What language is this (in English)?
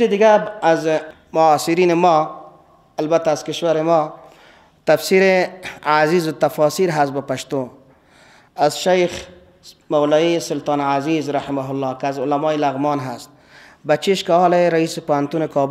Persian